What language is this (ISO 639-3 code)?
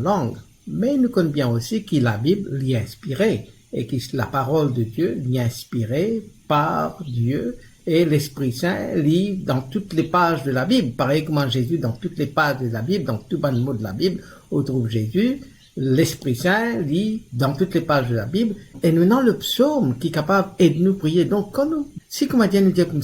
mfe